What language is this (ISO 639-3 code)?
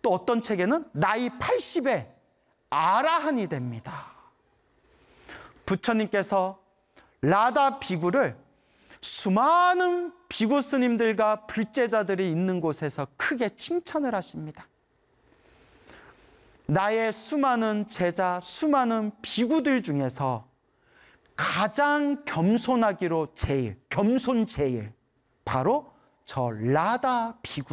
kor